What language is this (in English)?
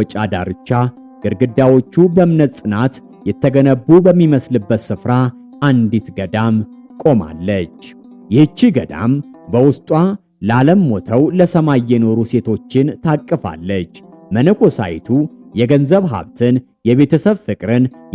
Amharic